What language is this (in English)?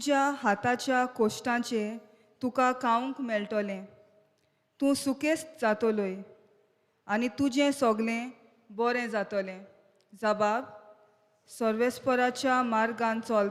Konkani